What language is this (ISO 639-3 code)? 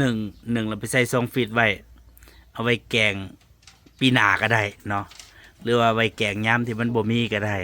tts